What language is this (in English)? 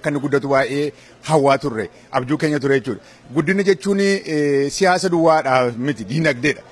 Oromo